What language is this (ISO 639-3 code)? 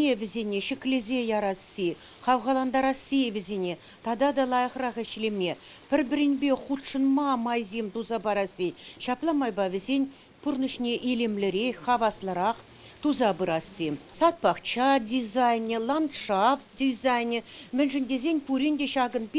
chv